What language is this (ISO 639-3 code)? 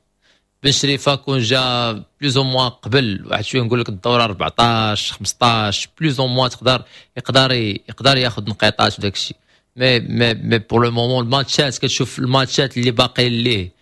ary